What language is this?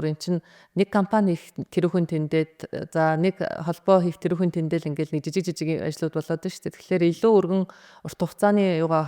Mongolian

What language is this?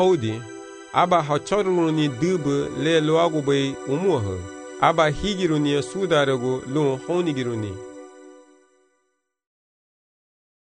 Garifuna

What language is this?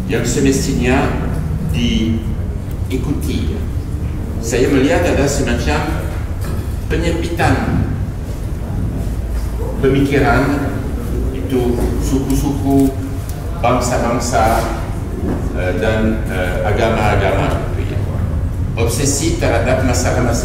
Indonesian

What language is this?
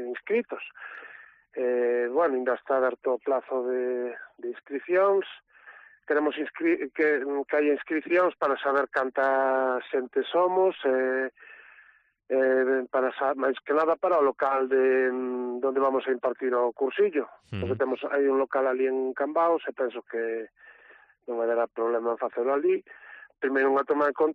Galician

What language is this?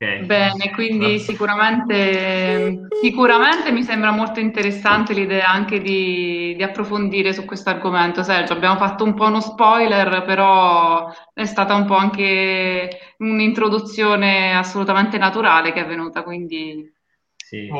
Italian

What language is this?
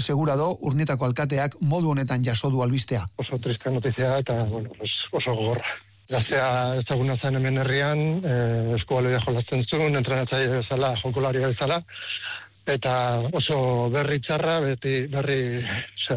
Basque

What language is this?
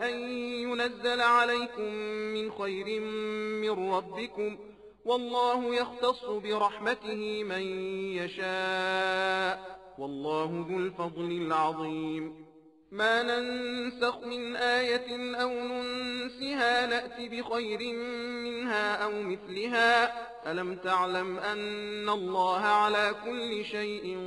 Arabic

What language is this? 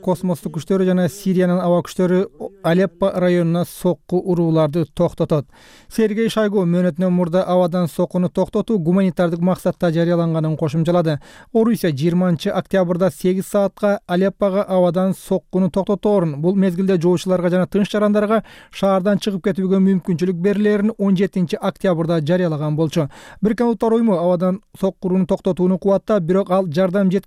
Kyrgyz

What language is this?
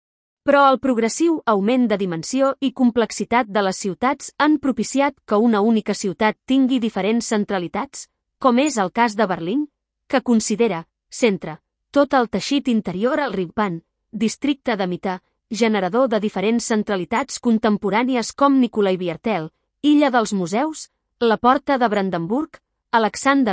Catalan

